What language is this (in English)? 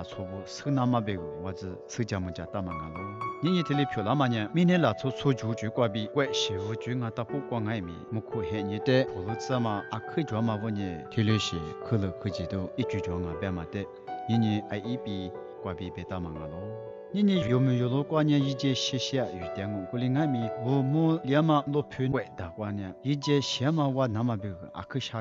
Lisu